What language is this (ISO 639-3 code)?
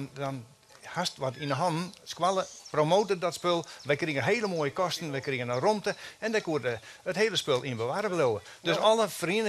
fry